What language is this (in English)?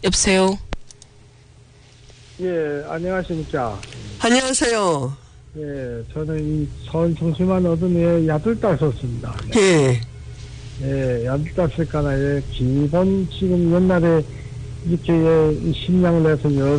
Korean